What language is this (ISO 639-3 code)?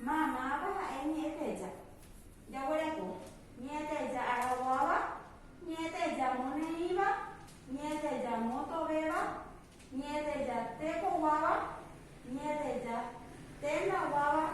grn